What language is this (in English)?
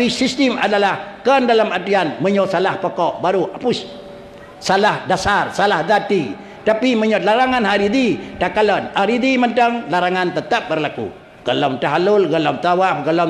Achinese